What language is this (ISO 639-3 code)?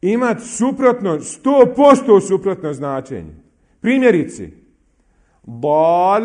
bos